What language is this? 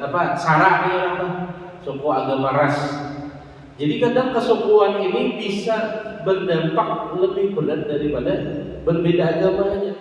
Banjar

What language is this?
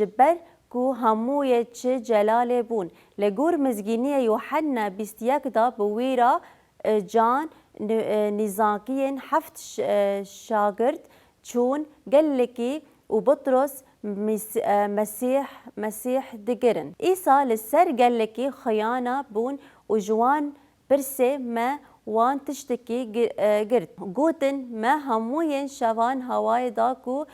Kurdish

